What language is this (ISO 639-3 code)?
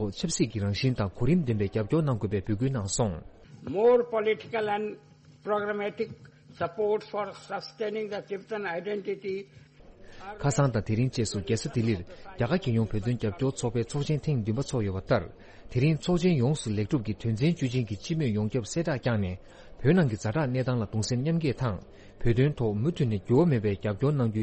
bod